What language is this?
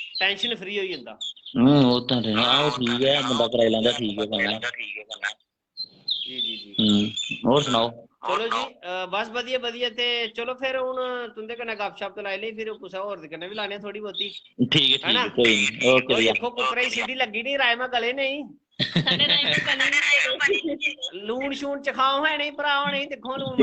Dogri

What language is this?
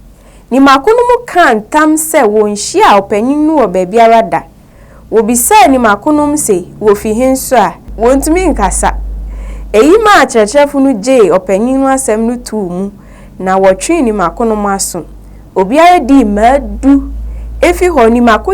Akan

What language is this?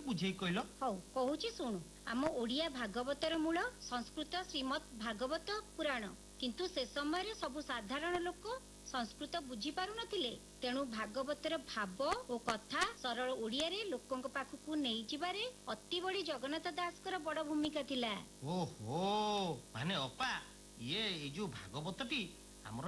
Odia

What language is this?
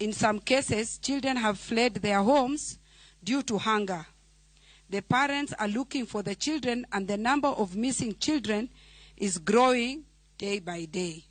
Luo (Kenya and Tanzania)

